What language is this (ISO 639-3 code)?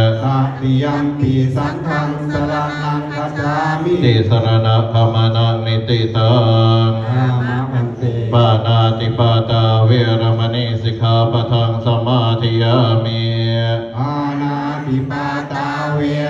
pli